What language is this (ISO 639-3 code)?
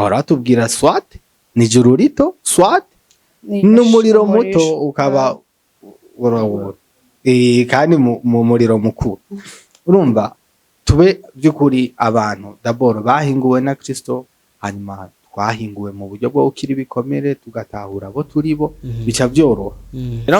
run